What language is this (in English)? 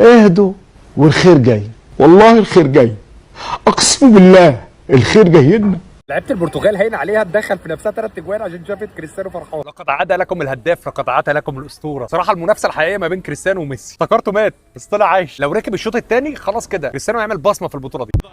Egyptian Arabic